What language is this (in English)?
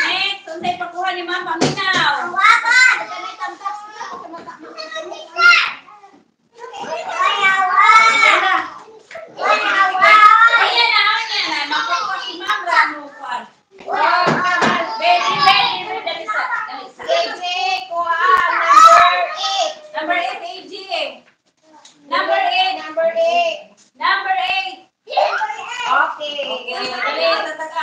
Cebuano